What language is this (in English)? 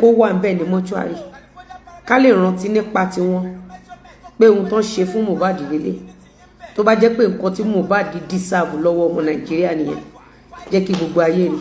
Yoruba